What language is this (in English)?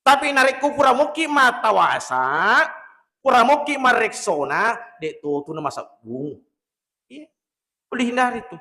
Buginese